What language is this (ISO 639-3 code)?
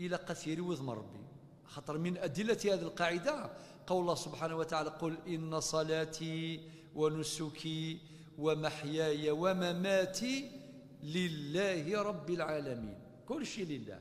kab